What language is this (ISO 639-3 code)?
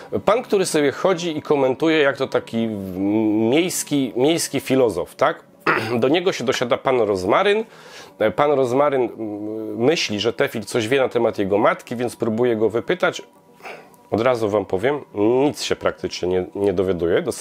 pol